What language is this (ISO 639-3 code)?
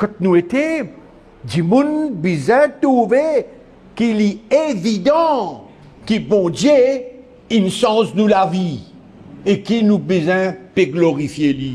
mfe